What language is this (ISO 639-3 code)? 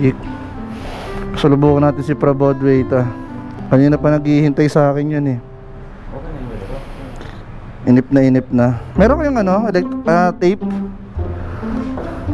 fil